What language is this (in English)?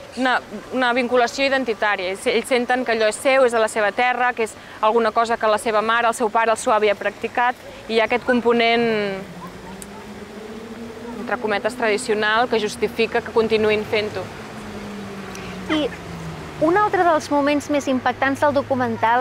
Catalan